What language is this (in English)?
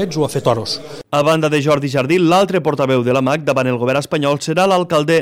Catalan